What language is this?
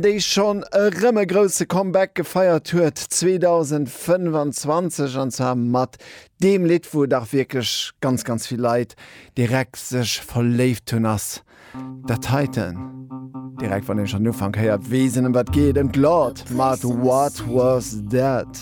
Luxembourgish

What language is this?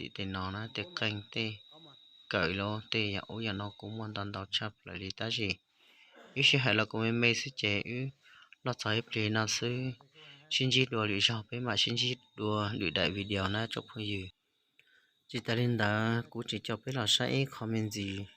Hmong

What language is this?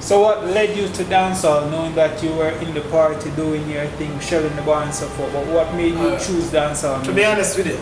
Jamaican Creole English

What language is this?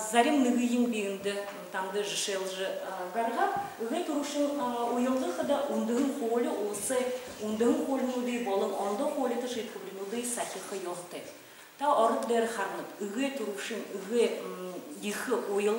Buriat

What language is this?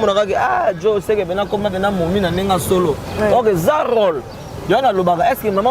Lingala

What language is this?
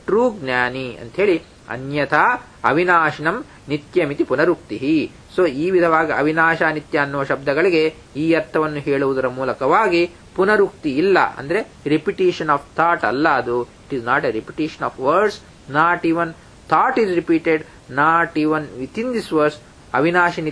Kannada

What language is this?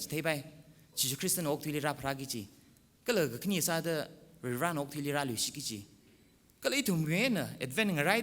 Tangkhul Naga (India)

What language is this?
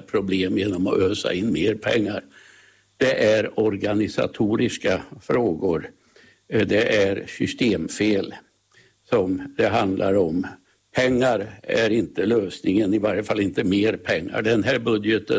Swedish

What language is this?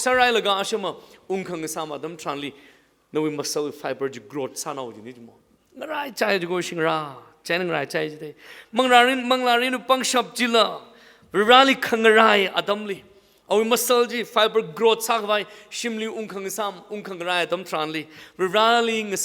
Tangkhul Naga (India)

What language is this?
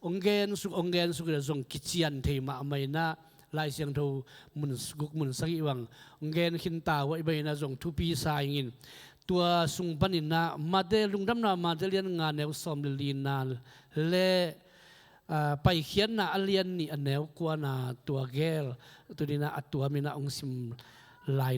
Tedim Chin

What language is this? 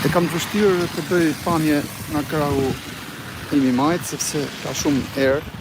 Albanian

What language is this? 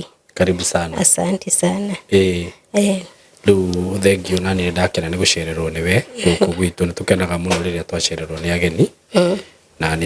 Kikuyu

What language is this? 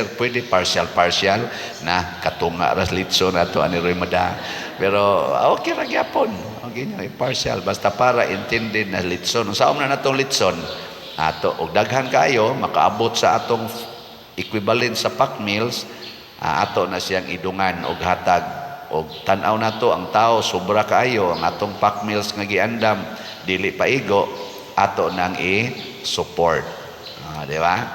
Cebuano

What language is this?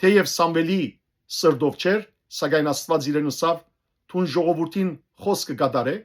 Western Armenian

